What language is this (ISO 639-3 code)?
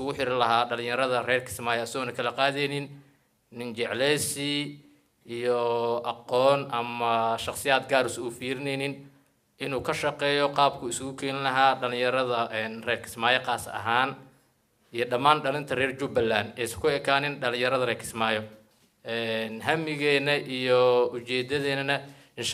som